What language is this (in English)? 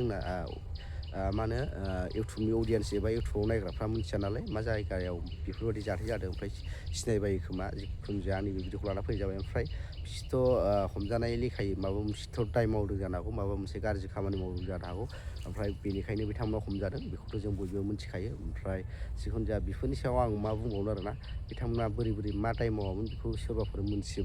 Bodo